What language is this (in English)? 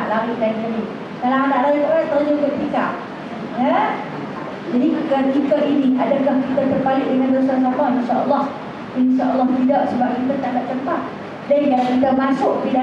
Malay